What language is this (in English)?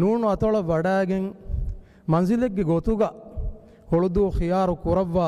Divehi